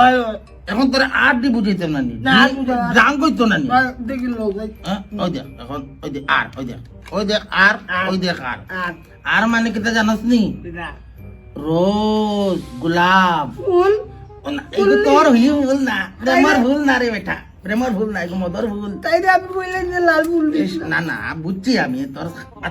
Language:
Sylheti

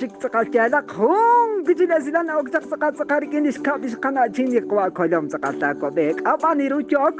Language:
Kekchí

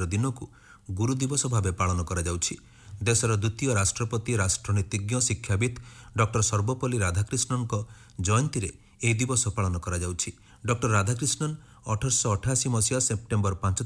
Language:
Odia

